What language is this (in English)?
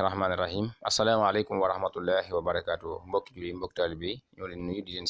Wolof